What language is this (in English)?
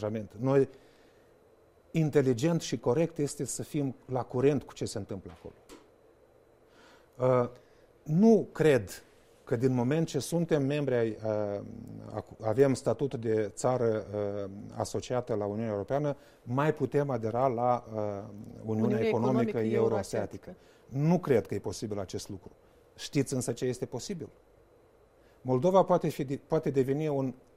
Romanian